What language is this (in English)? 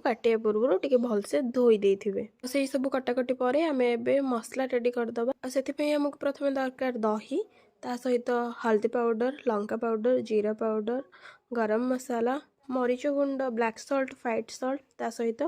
Odia